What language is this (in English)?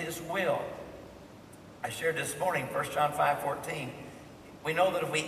English